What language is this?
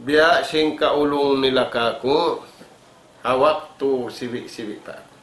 Tausug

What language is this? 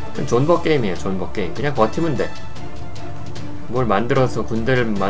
Korean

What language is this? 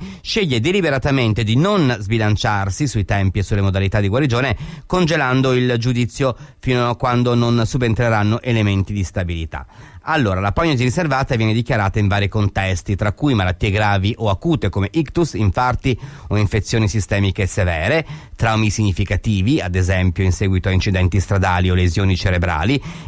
Italian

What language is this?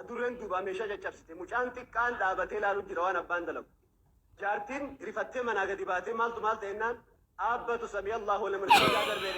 Oromo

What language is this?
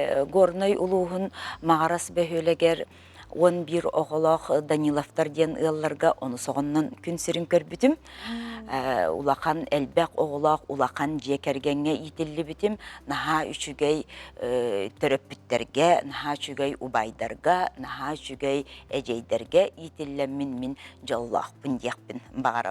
Yakut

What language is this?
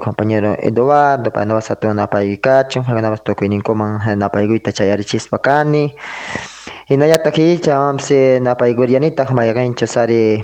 South Bolivian Quechua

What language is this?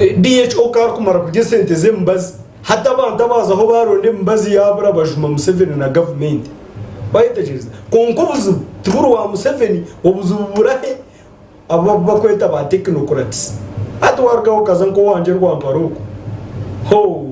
Nyankole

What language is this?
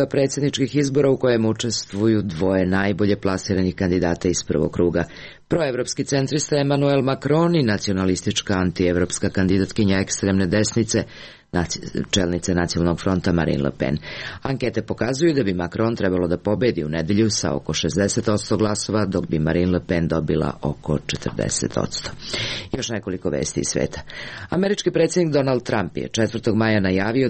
Serbian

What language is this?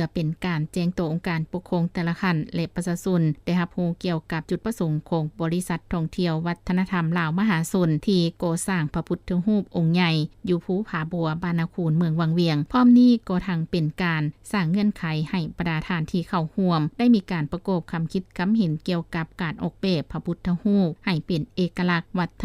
Lao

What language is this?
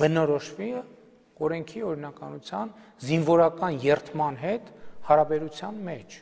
Armenian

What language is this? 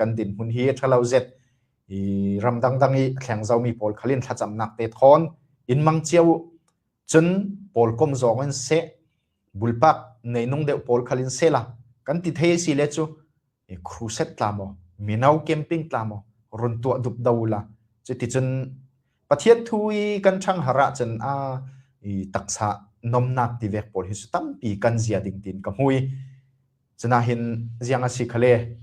Falam Chin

